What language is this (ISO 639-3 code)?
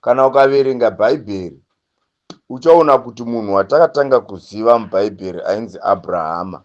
sna